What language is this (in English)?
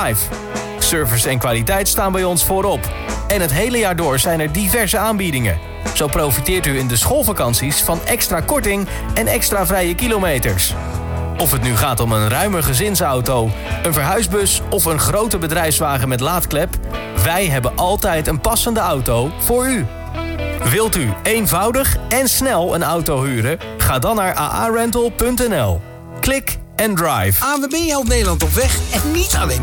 Dutch